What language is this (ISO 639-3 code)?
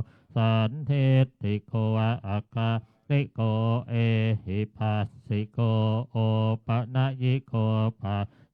pli